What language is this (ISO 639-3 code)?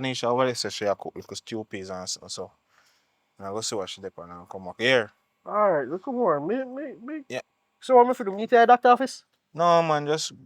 jam